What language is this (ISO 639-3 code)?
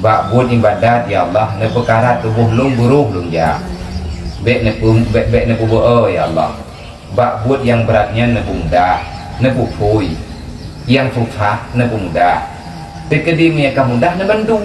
ace